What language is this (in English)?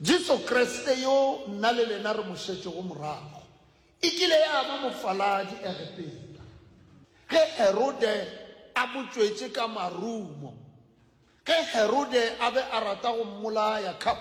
Northern Sotho